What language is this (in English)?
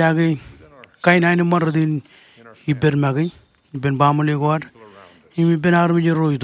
Marshallese